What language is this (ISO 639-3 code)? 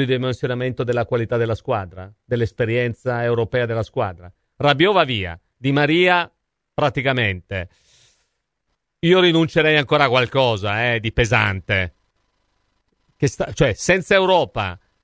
ita